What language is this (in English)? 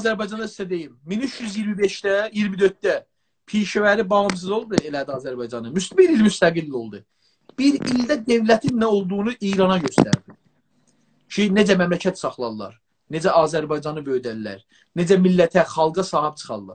South Azerbaijani